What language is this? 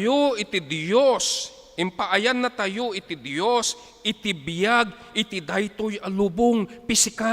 Iloko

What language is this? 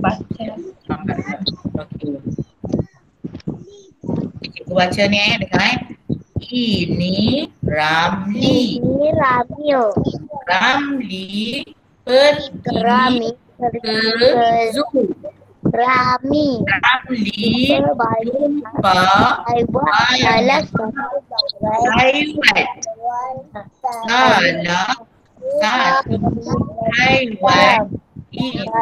Malay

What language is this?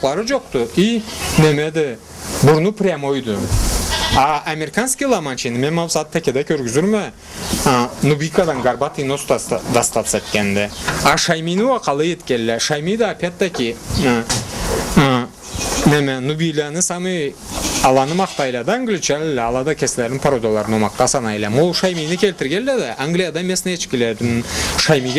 Karachay-Balkar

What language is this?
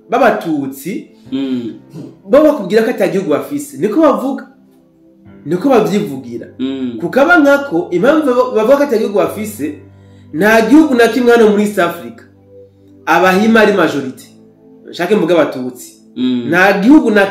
Rundi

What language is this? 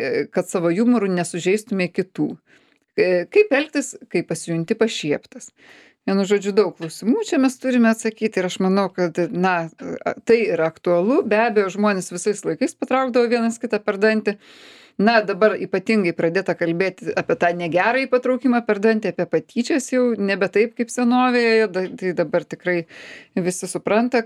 Lithuanian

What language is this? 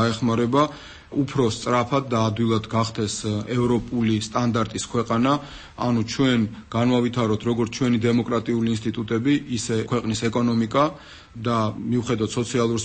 Georgian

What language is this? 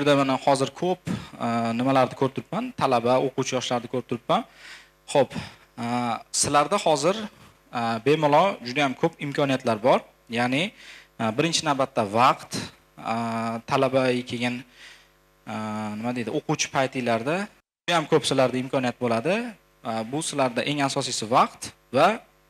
Uzbek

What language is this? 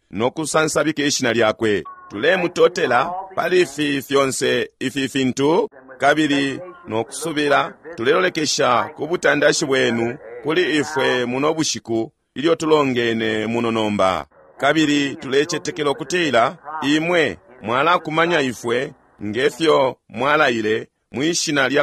Bemba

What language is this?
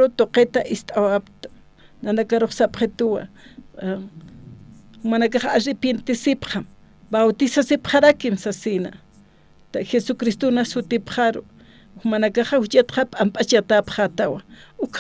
Aymara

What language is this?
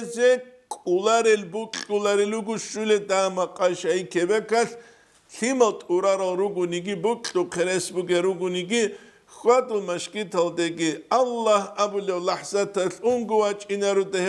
Avaric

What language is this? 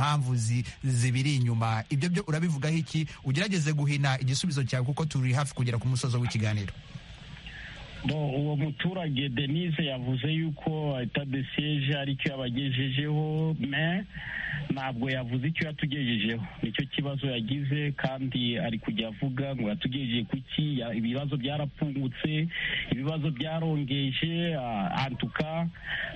Kinyarwanda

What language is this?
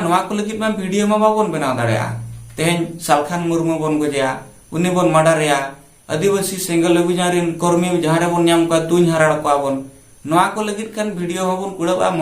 Santali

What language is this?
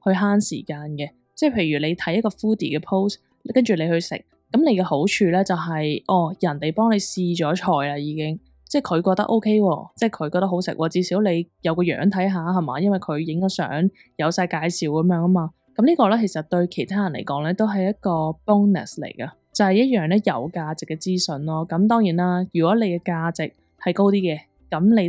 Cantonese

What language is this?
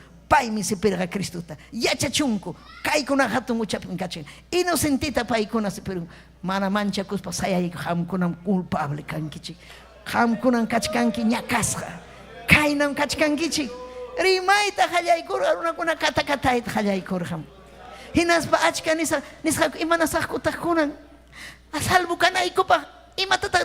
Ayacucho Quechua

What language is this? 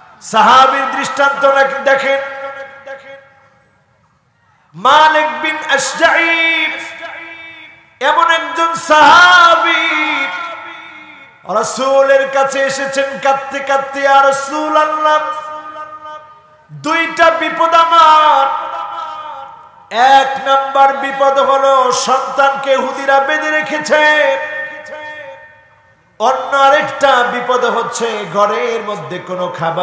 Bangla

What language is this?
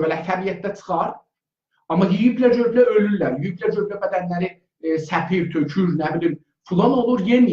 South Azerbaijani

